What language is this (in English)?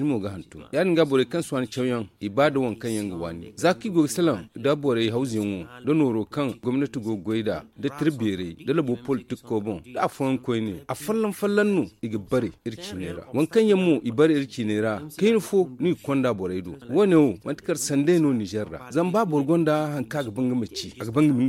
Zarma